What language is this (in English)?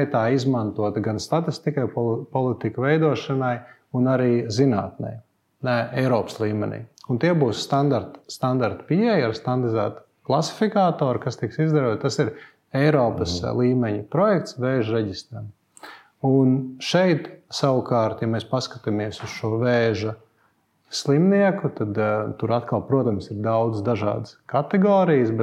Latvian